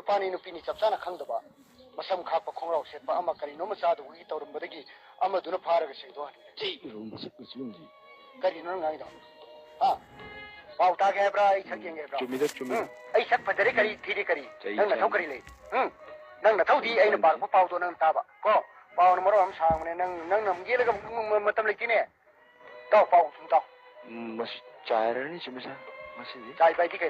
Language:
Manipuri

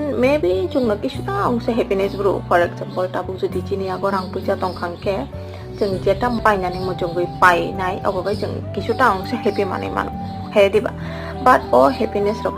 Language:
Kok Borok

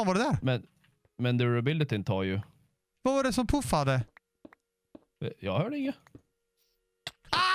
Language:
Swedish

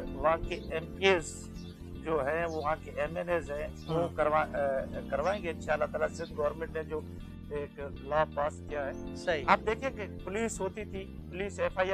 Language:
Urdu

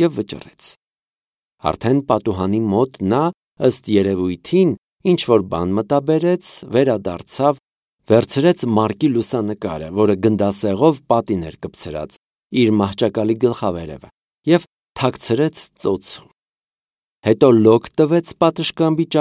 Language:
Armenian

